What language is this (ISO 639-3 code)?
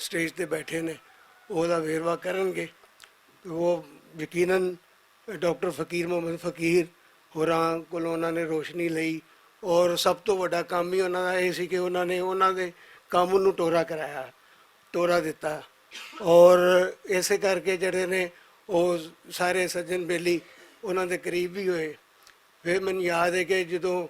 lah